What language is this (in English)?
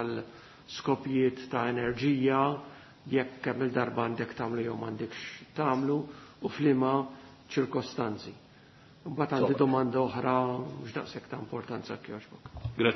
Maltese